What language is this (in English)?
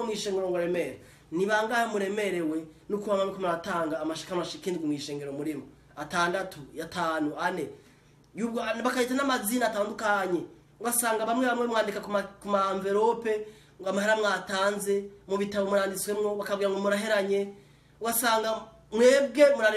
Rundi